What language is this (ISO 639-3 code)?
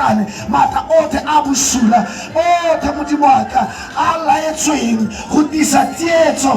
tsn